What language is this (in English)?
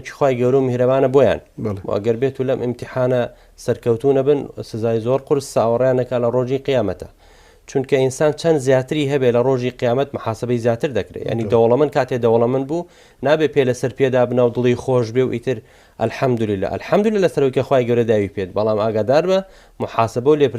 Central Kurdish